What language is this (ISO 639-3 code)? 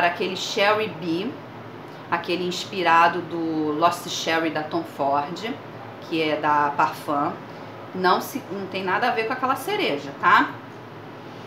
por